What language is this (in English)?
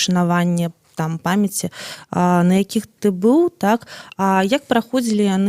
Belarusian